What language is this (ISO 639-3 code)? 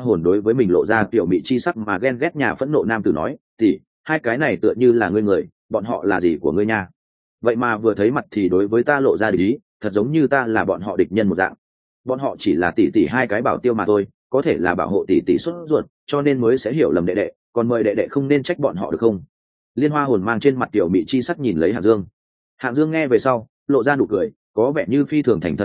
vie